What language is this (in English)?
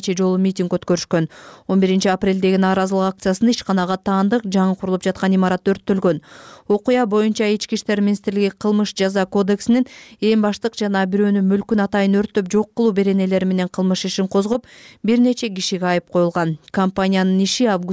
Kyrgyz